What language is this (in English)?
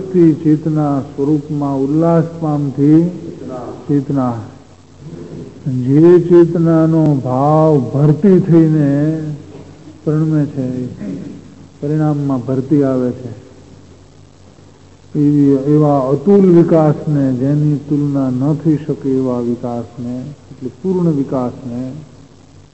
Gujarati